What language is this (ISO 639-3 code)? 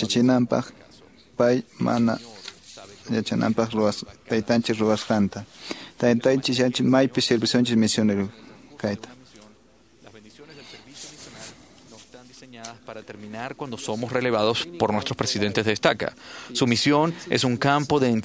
que